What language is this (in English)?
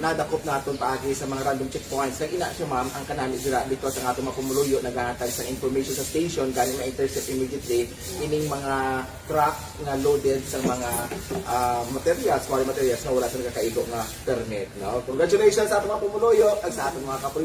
Hiligaynon